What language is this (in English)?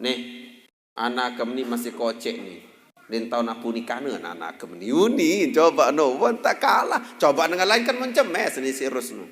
Sasak